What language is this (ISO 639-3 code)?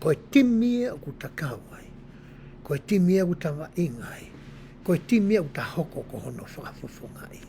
ton